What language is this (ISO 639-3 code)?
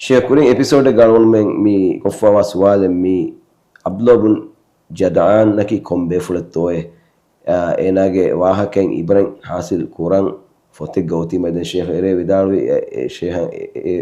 div